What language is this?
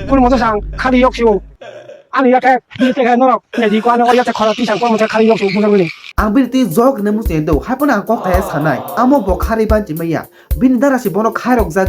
Kok Borok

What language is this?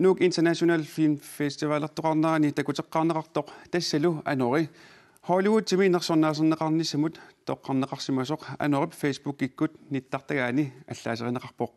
Kalaallisut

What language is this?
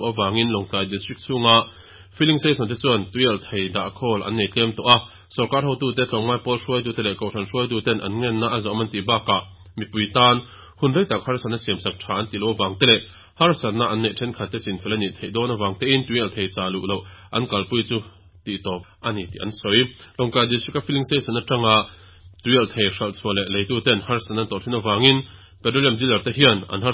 Mizo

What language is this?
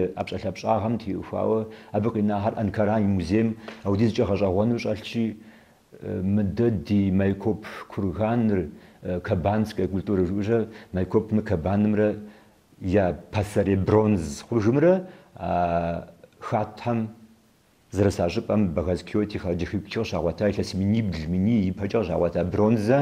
Kabardian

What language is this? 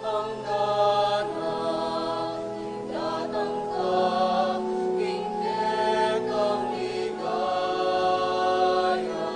Pampanga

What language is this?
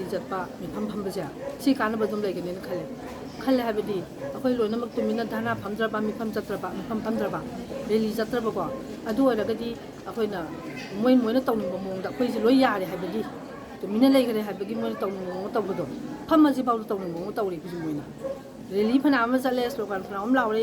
Manipuri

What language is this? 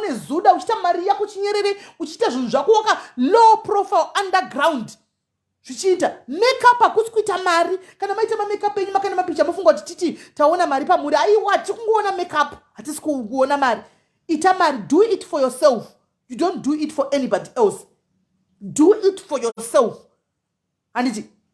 Shona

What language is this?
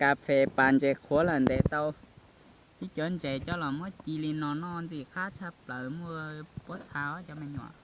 Hmong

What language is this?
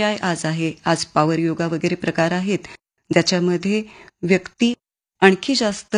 Marathi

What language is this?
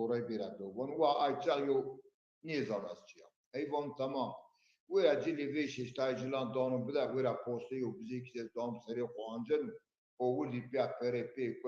Zaza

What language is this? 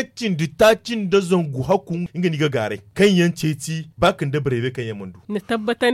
Zarma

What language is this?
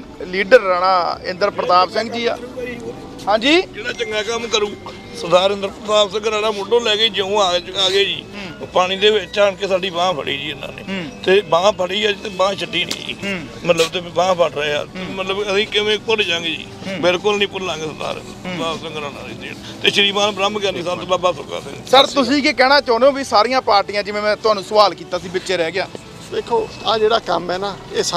Punjabi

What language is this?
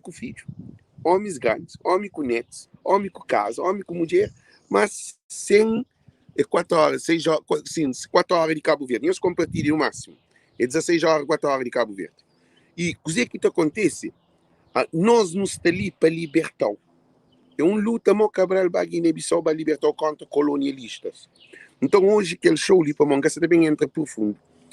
Kabuverdianu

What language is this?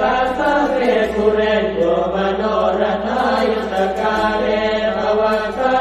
Pali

